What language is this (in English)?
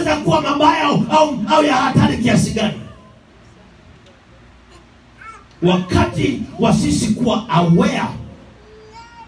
Swahili